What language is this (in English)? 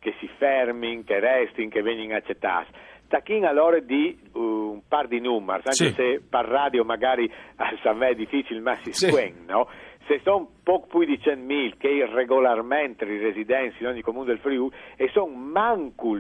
Friulian